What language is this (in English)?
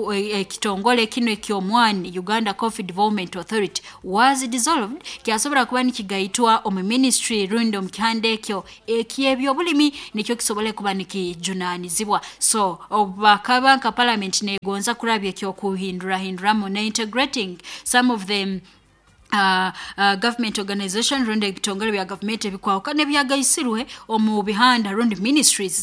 Nyoro